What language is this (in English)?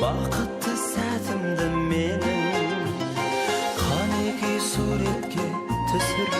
Kara-Kalpak